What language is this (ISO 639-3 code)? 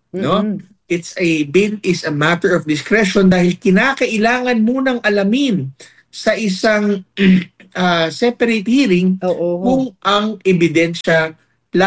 fil